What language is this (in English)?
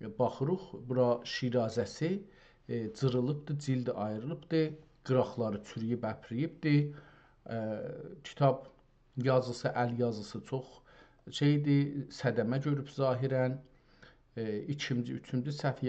South Azerbaijani